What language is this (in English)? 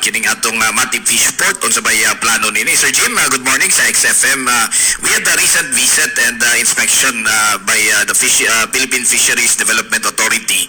Cebuano